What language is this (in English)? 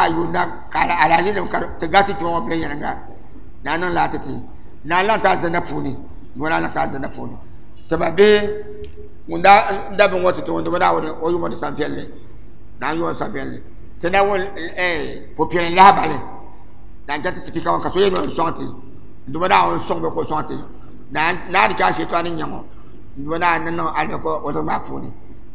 Dagbani